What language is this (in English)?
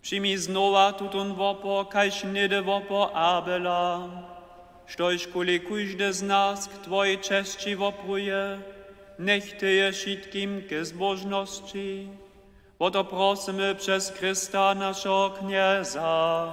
Upper Sorbian